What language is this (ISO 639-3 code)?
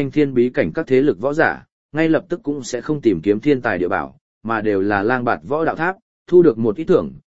vie